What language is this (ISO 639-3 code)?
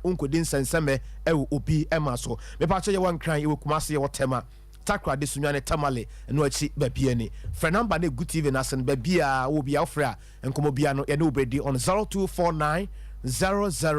aka